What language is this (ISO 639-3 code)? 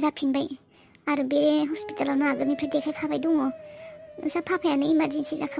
brx